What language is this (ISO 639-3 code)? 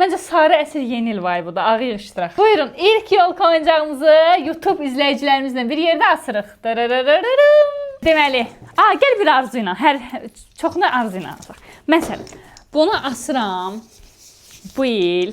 aze